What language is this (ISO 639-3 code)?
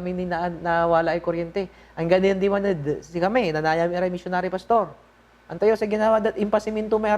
pag